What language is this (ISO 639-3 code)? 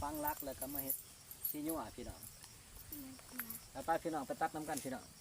lao